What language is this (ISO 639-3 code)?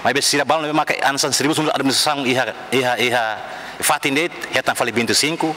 tet